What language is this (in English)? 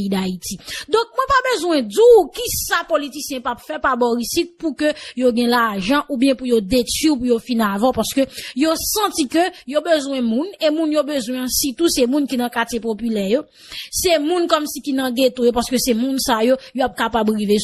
Haitian Creole